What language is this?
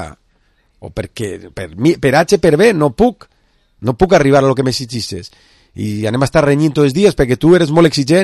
Catalan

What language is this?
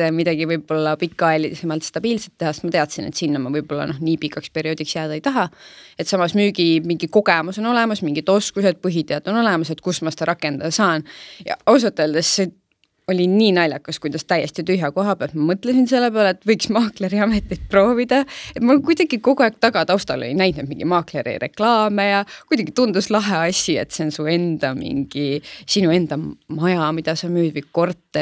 Estonian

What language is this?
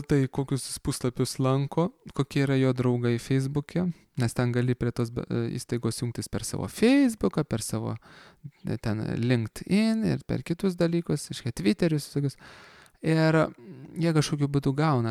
Lithuanian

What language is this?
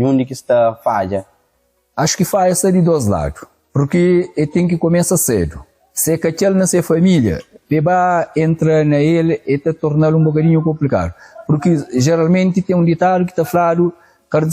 Kabuverdianu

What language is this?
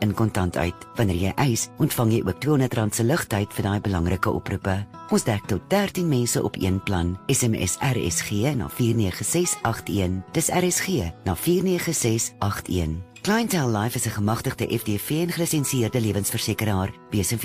Afrikaans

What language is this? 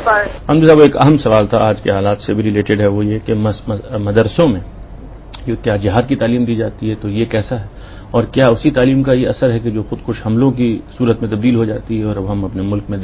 Urdu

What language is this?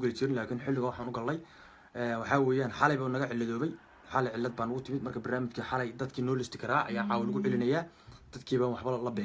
Somali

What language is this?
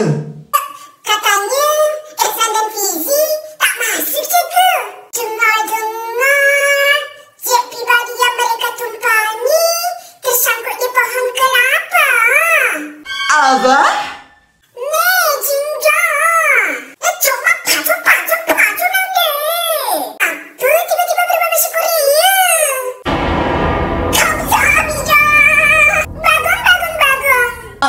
Malay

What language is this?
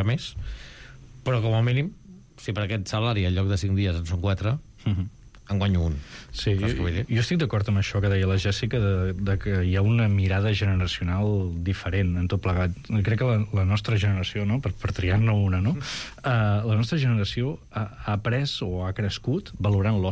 Catalan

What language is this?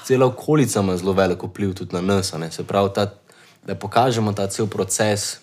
Slovenian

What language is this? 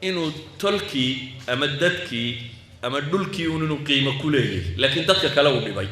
Somali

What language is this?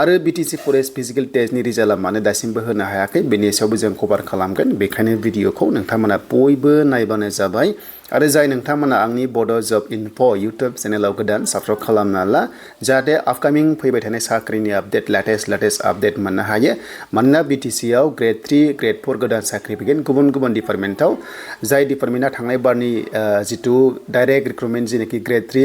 Bodo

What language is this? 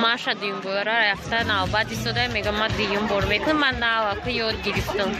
Tajik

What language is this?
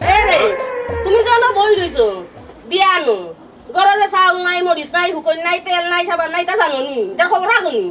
Sylheti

